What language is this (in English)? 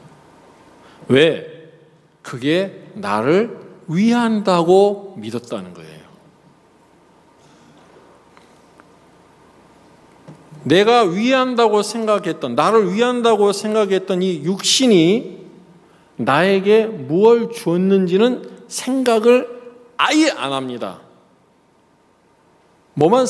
Korean